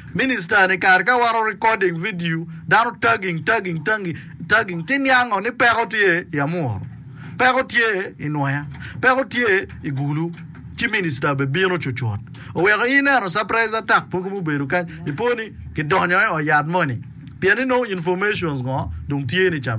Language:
Acoli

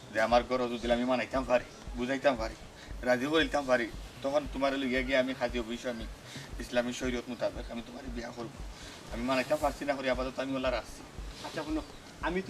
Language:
Sylheti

